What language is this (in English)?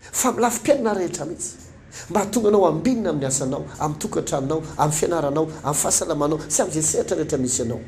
Malagasy